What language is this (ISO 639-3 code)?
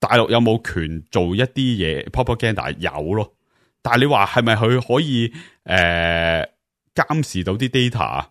yue